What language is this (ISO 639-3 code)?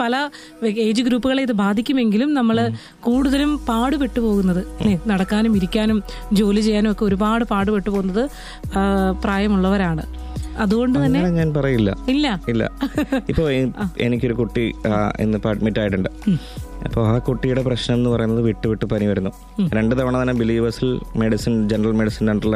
mal